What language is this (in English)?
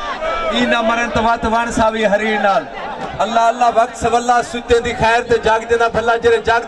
Saraiki